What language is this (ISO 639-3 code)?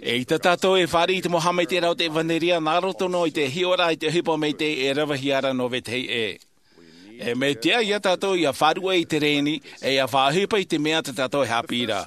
tah